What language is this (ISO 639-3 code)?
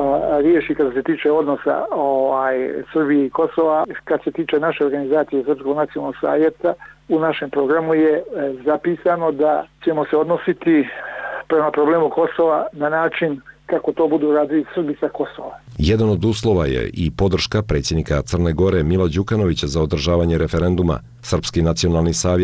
hrv